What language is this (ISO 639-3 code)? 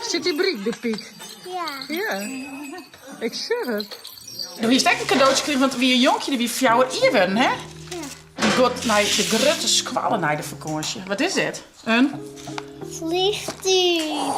fry